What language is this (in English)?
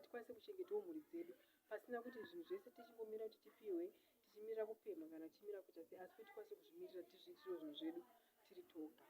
Shona